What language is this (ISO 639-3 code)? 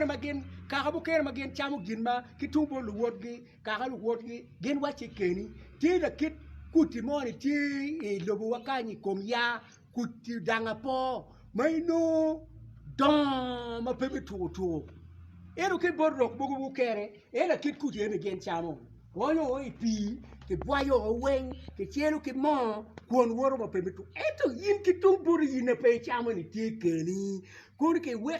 ach